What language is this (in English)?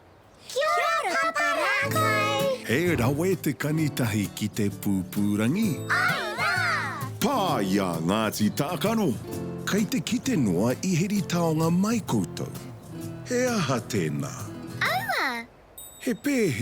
Māori